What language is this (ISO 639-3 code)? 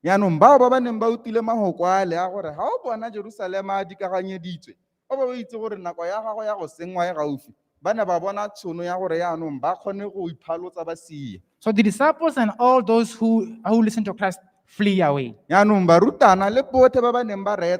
tsn